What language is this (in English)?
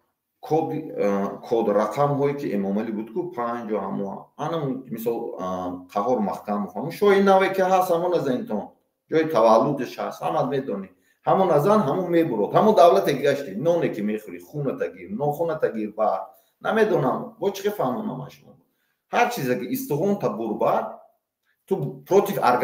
Tajik